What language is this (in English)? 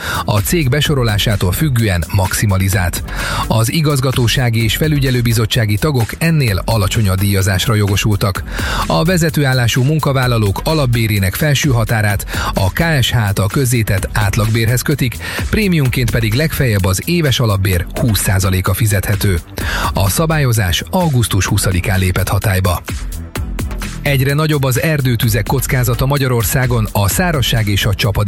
Hungarian